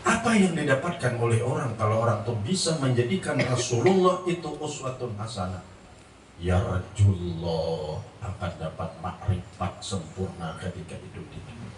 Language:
Banjar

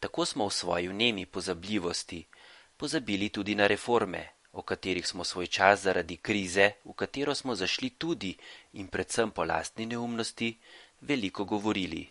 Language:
Slovenian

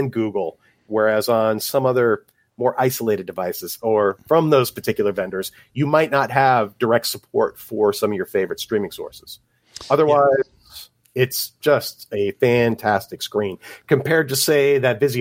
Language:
English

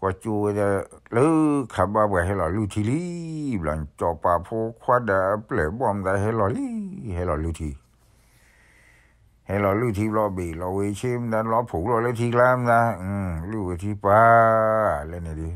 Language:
S'gaw Karen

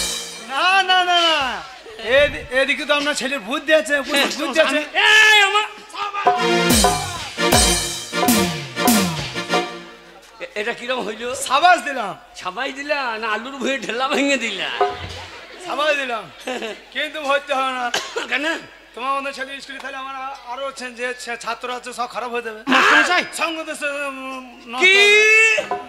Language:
Bangla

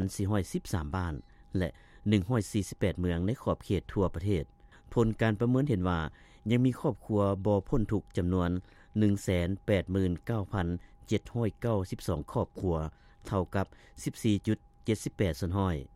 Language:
Lao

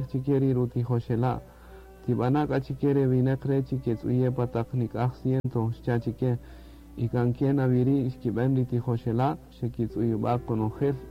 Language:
Kaqchikel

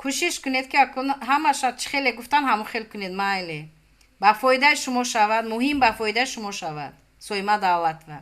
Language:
Tajik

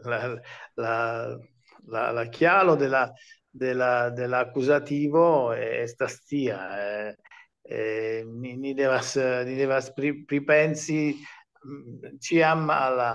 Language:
Esperanto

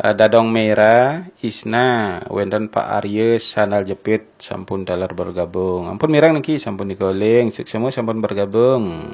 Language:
Balinese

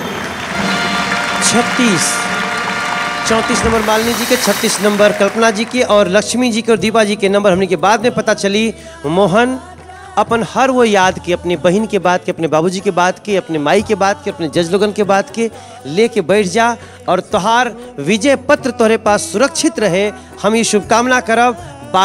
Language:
Bhojpuri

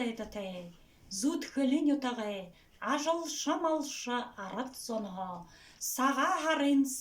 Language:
Buriat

